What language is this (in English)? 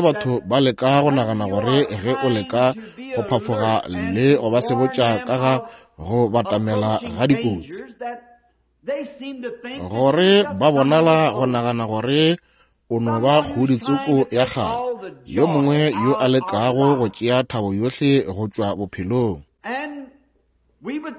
Northern Sotho